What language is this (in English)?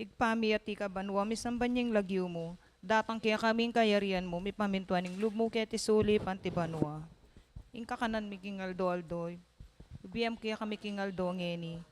Pampanga